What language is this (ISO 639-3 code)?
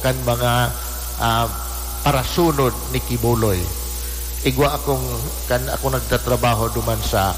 bik